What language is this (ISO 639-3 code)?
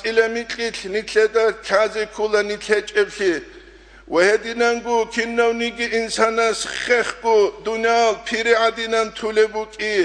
ava